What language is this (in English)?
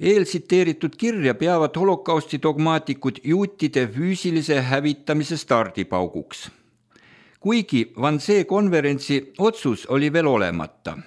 Estonian